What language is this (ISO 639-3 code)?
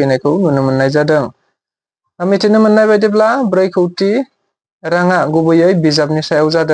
brx